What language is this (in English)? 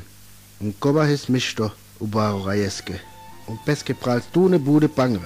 Sinte Romani